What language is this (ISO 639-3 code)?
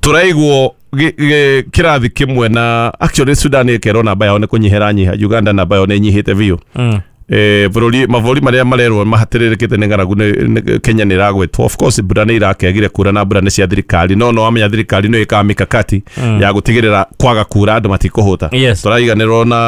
kik